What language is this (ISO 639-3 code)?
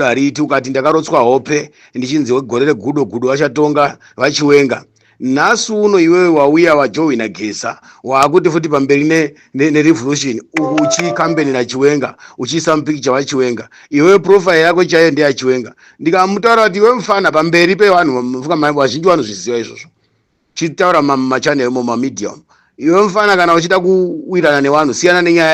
sna